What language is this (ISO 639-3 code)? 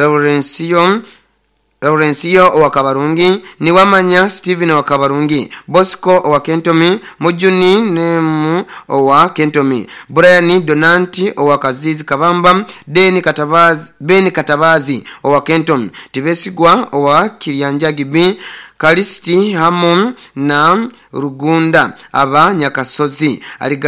nyo